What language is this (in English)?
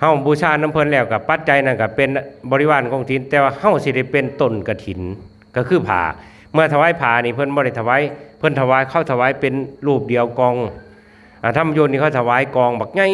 Northeastern Thai